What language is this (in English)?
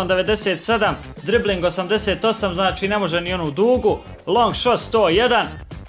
Croatian